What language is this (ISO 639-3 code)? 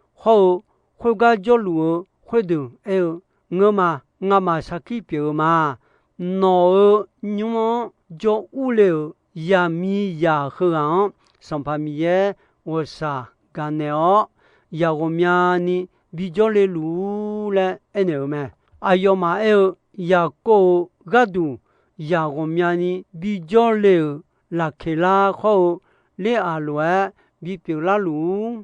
ahk